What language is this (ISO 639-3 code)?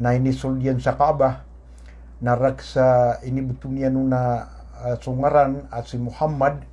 mrw